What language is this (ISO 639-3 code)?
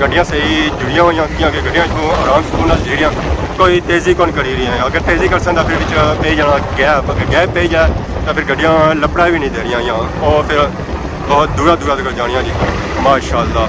phr